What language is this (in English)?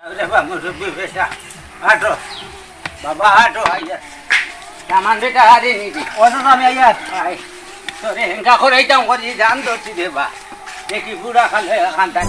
Sylheti